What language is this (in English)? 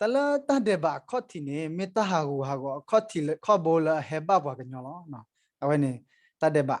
S'gaw Karen